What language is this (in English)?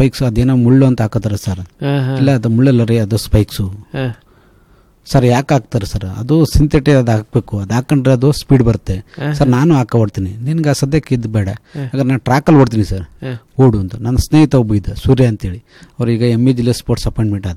Kannada